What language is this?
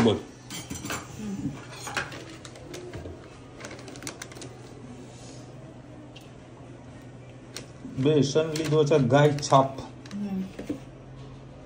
Gujarati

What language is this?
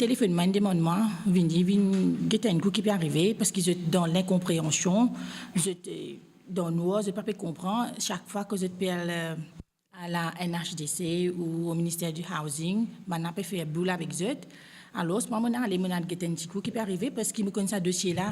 Morisyen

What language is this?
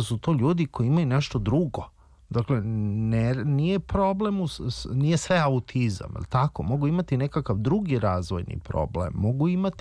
Serbian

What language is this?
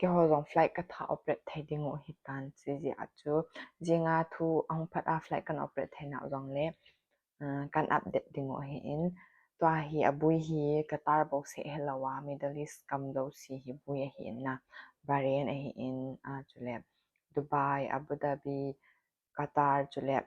Thado Chin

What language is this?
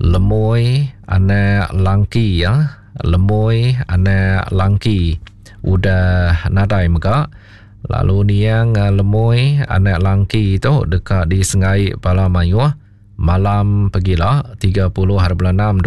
Iban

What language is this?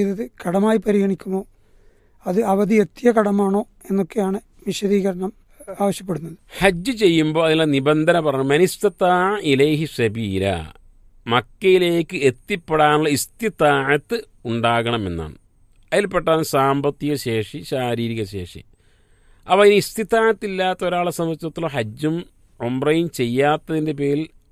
Malayalam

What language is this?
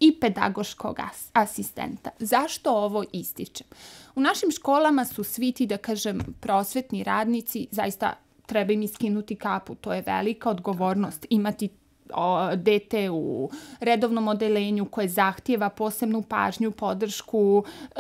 Serbian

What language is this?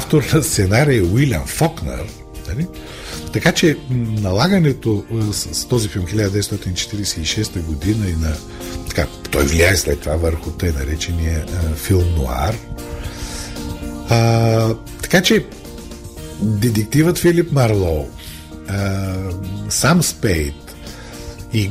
Bulgarian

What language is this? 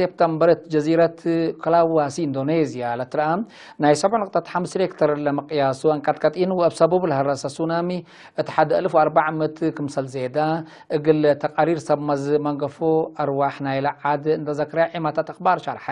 Tigre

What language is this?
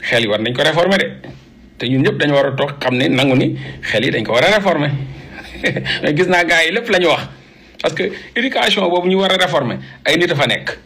Wolof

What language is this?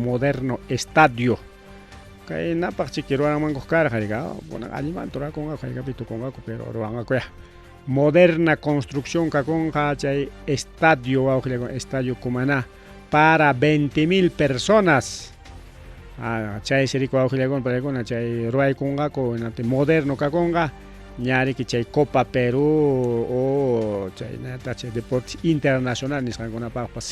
Ayacucho Quechua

